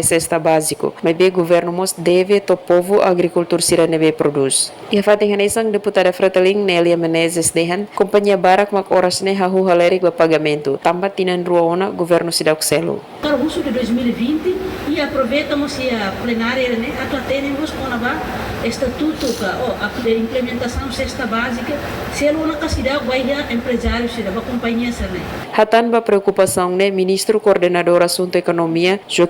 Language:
Tetum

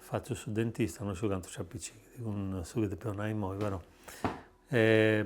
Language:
Sardinian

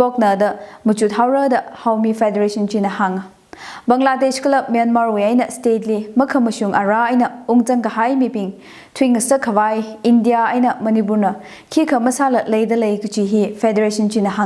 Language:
Tangkhul Naga (India)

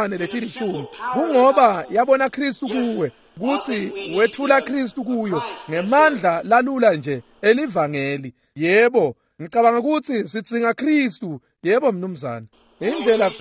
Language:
Swati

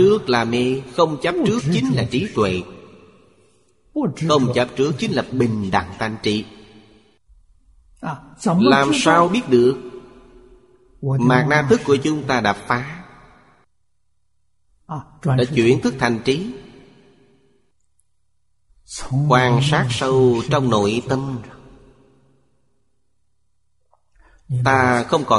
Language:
Vietnamese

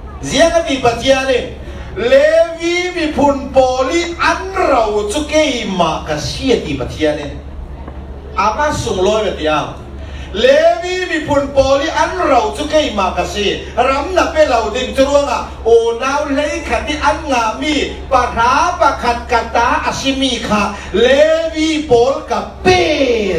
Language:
Falam Chin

